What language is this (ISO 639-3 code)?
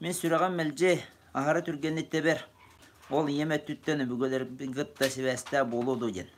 sah